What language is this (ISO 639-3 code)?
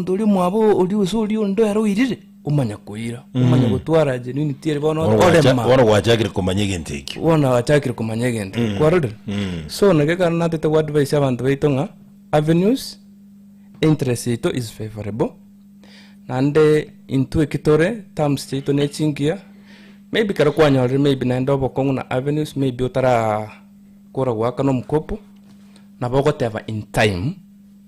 guz